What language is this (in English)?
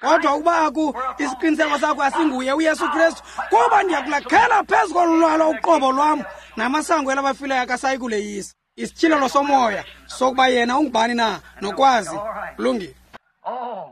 Xhosa